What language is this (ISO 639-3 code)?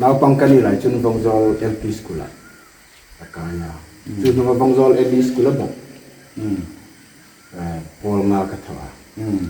hmr